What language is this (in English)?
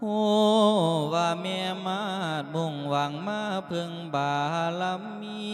Lao